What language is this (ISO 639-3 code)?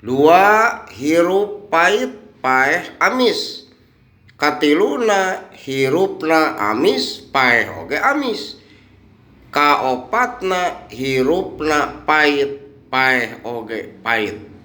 sun